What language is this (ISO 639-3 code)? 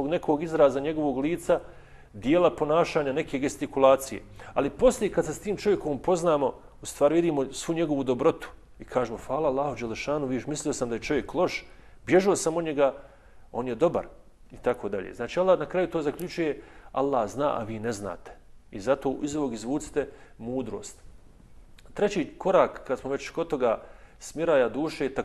bos